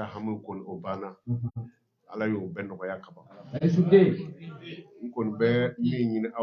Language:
Bambara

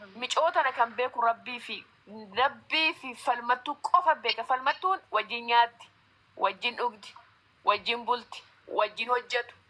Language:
Oromo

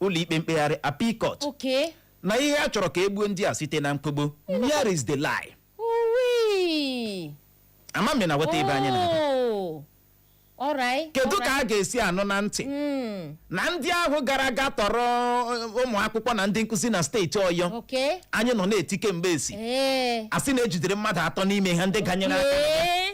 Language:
Igbo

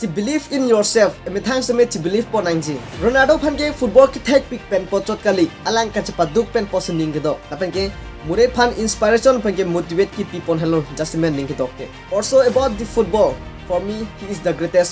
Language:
Karbi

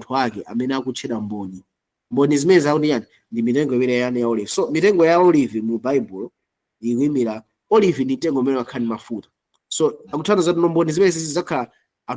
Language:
Nyanja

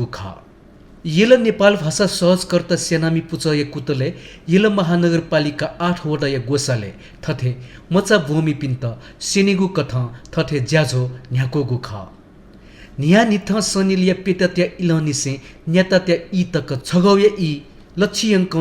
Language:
Newari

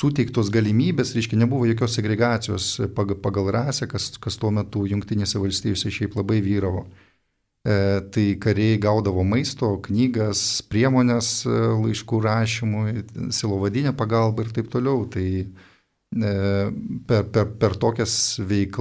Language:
Lithuanian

